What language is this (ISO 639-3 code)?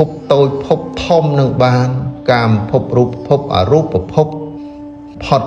khm